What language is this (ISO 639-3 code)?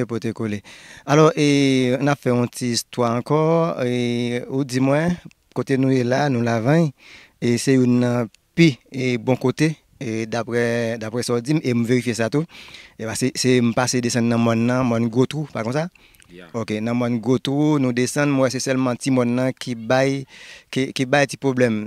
hat